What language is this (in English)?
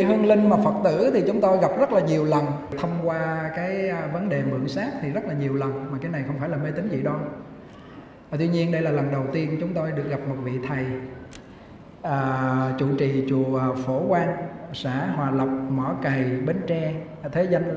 Vietnamese